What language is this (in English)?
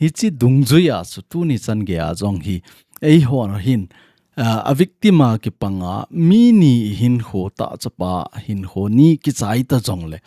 Thado Chin